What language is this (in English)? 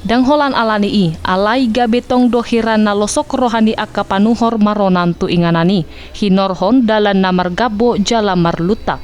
Batak Toba